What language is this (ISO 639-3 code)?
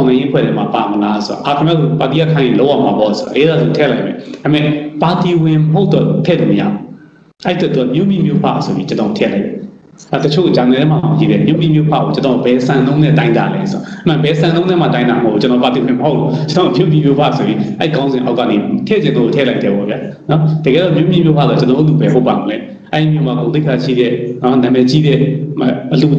mya